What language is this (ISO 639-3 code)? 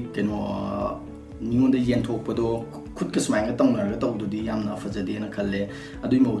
mni